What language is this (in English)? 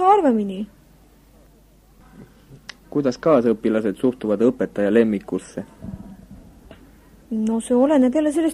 Estonian